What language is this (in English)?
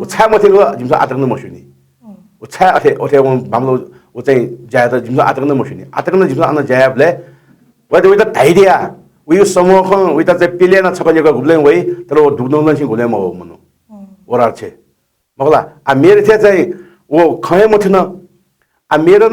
Newari